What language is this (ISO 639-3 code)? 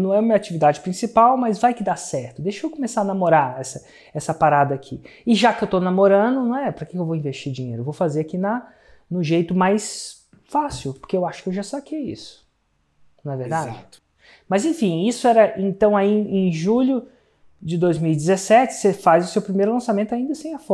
por